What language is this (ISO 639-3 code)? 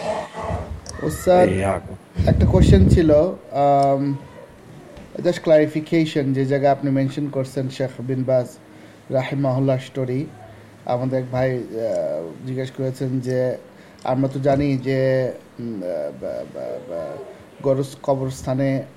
ben